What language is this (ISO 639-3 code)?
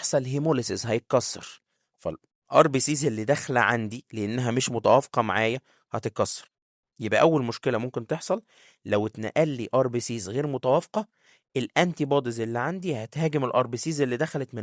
arz